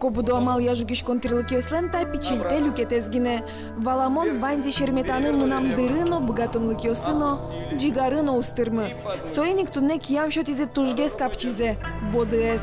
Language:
Udmurt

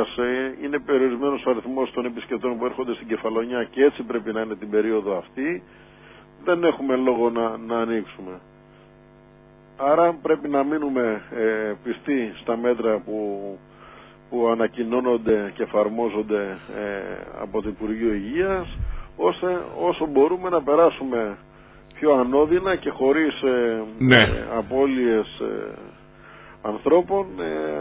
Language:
Greek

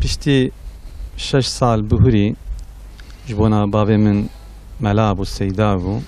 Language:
Kurdish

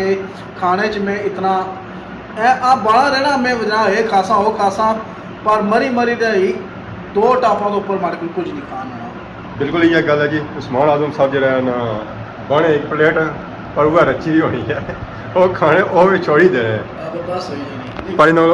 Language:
Pahari-Potwari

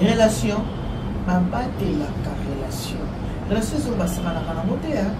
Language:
Lingala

